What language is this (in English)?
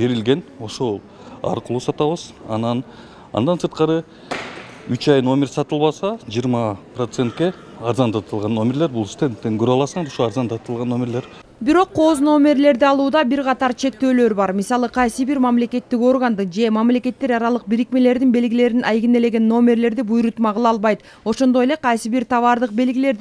Kyrgyz